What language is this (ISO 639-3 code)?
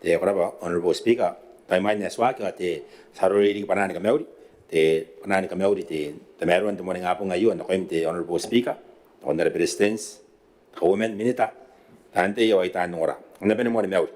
gil